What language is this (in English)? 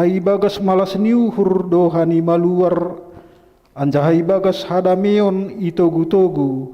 Batak Simalungun